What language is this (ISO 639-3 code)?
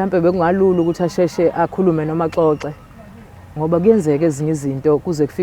zul